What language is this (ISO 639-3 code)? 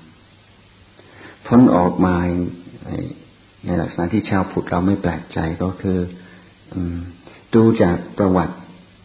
tha